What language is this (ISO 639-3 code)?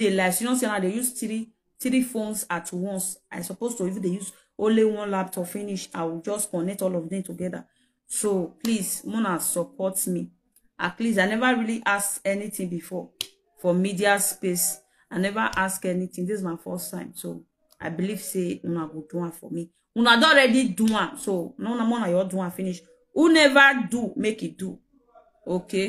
pcm